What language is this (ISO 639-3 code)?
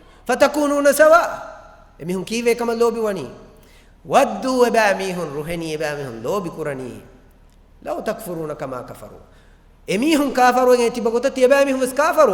div